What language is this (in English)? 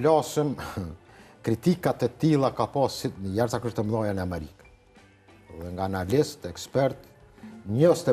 Albanian